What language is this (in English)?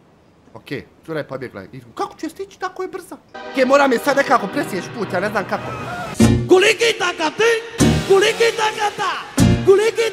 Bosnian